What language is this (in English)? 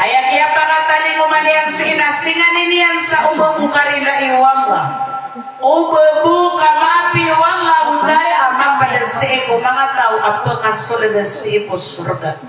Maranao